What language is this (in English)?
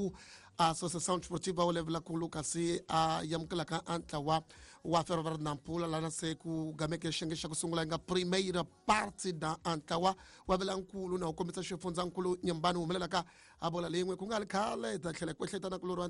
Tsonga